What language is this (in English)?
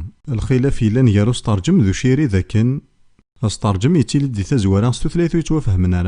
Kabyle